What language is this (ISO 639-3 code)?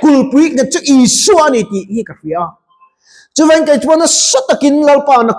lus